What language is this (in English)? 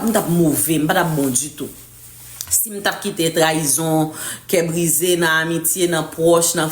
Haitian Creole